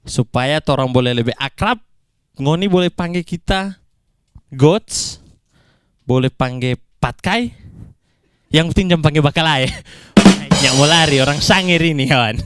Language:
Manado Malay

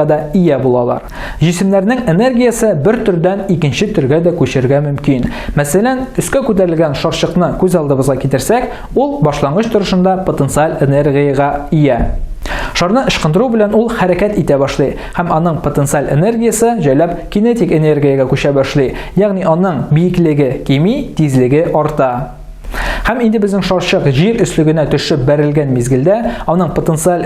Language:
Tatar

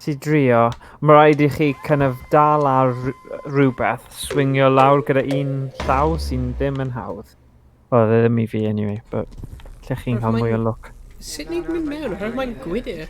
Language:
Welsh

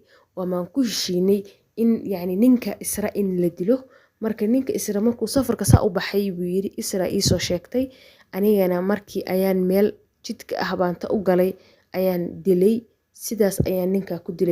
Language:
Somali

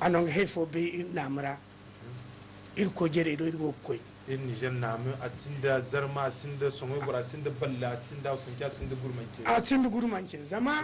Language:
Zarma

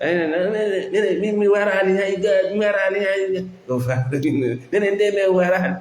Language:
Fula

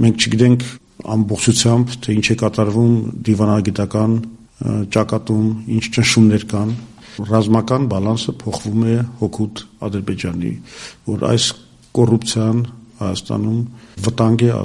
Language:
Armenian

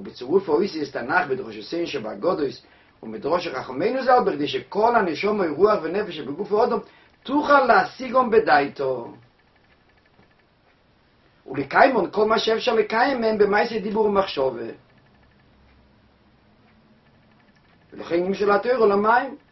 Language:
Hebrew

